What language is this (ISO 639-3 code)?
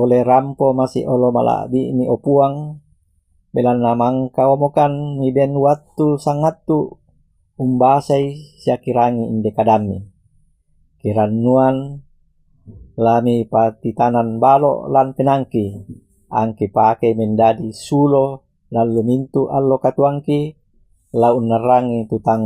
sda